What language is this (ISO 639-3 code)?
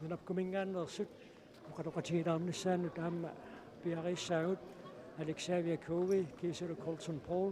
kal